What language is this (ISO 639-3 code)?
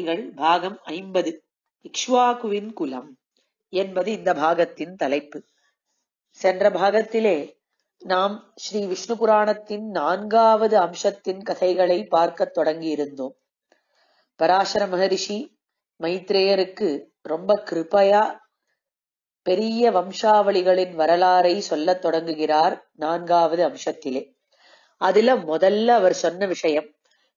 tam